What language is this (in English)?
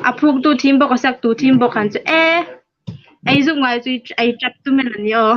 Hmar